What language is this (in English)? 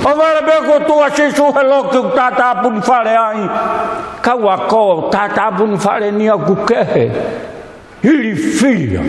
Tongan